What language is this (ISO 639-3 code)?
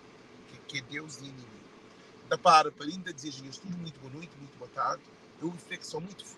kea